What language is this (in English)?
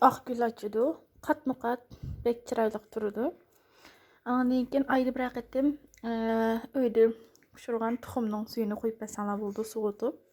Uyghur